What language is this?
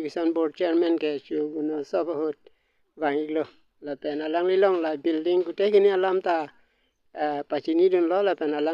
Karbi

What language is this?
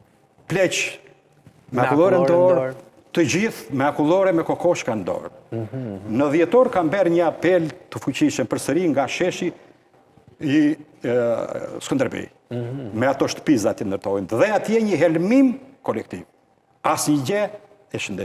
Albanian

